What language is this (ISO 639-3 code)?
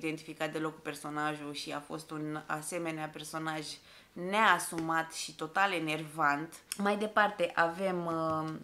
ron